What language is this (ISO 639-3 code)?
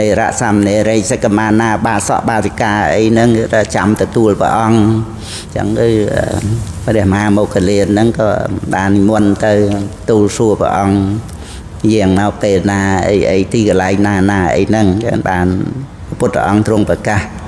khm